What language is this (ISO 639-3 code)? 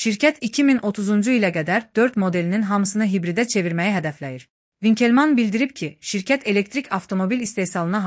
aze